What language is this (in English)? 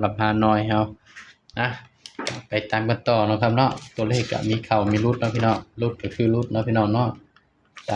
Northeastern Thai